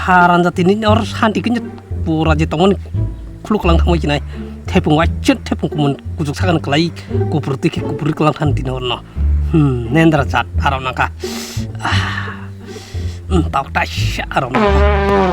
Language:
Kok Borok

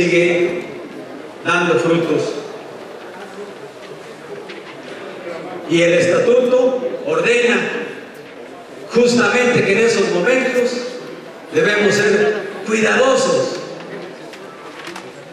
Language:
Spanish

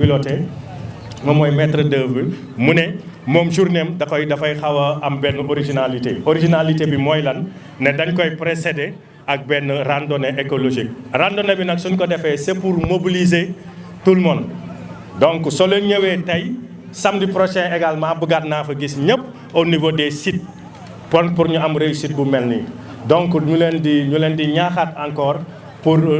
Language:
Wolof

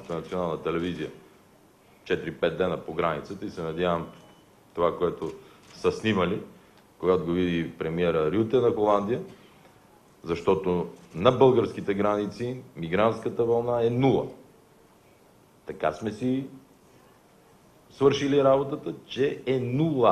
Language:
Bulgarian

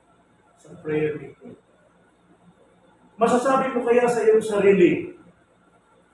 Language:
Filipino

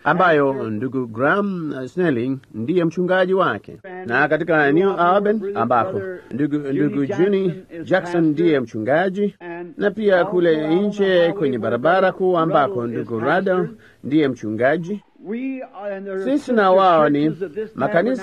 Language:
Swahili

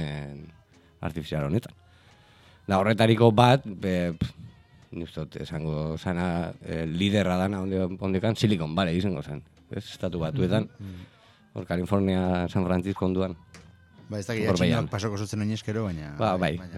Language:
Basque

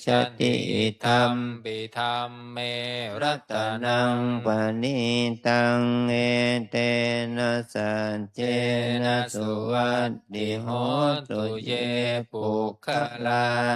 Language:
Pali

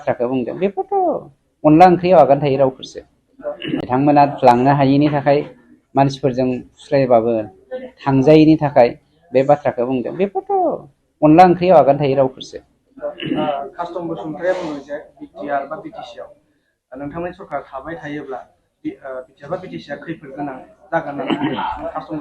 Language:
Bodo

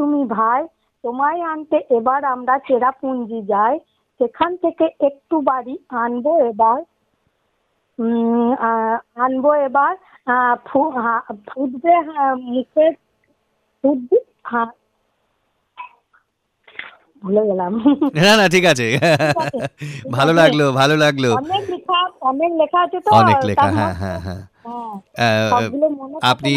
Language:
Bangla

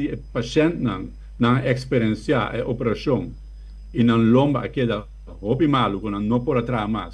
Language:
Papiamento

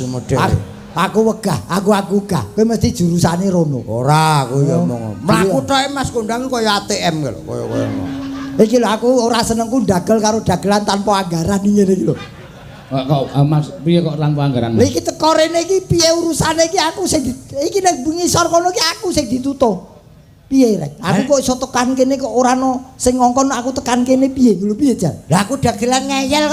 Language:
Javanese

